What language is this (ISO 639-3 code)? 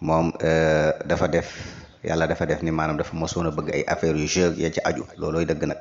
wol